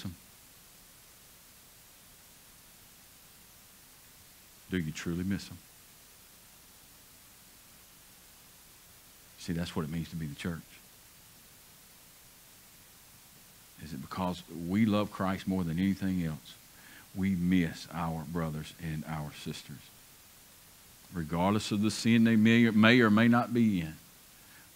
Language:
English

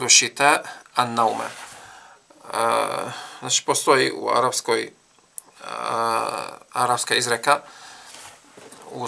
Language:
Bosnian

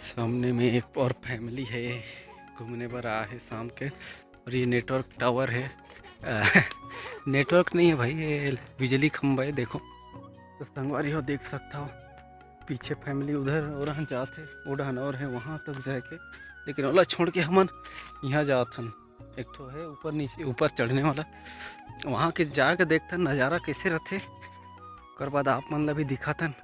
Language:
Chhattisgarhi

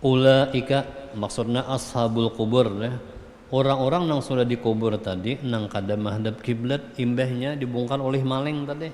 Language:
Banjar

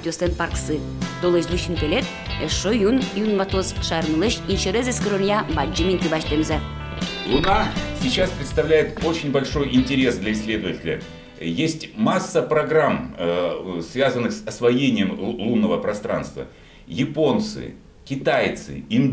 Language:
Udmurt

